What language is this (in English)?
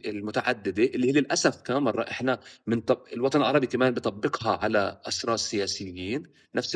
North Levantine Arabic